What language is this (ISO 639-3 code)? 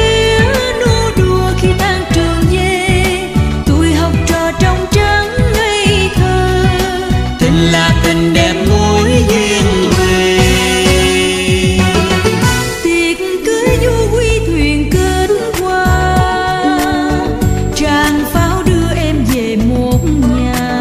vie